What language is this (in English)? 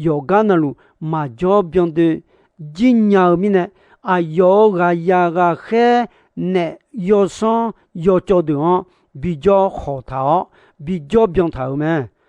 Akha